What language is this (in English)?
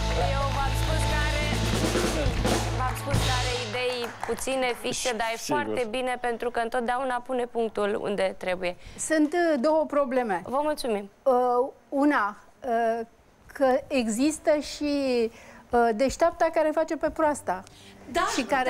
Romanian